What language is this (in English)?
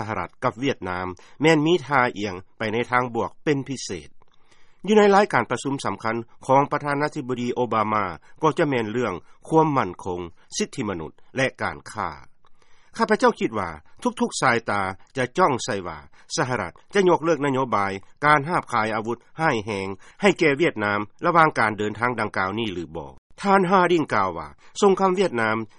Lao